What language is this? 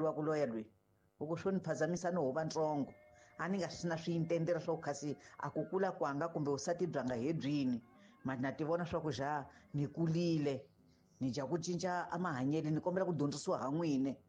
Tsonga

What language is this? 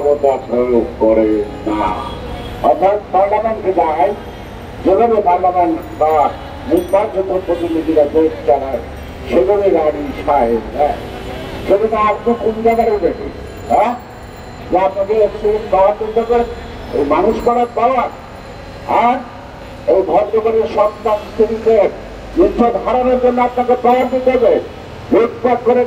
Bangla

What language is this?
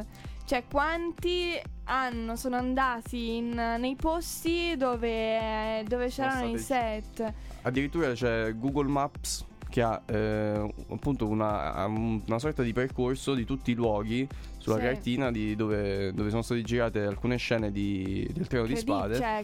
Italian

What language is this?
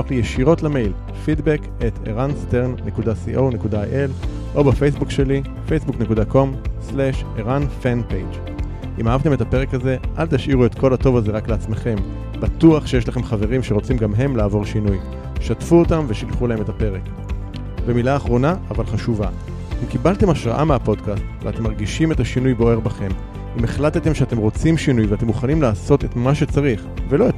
Hebrew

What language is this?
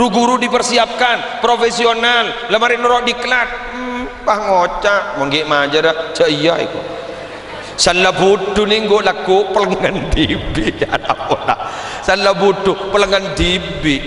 Madurese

